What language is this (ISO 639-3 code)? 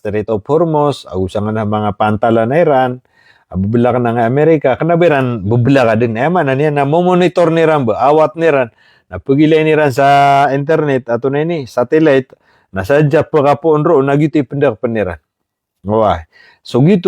mrw